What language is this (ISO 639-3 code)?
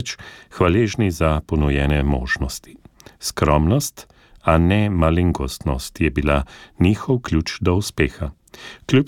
slv